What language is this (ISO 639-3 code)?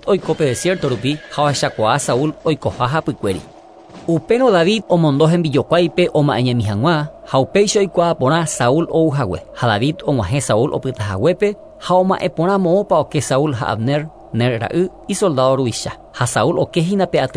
grn